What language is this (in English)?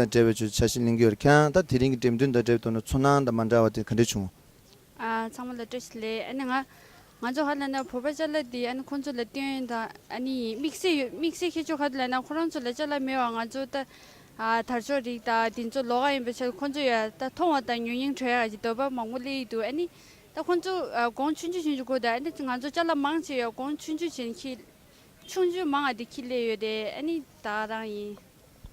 Tibetan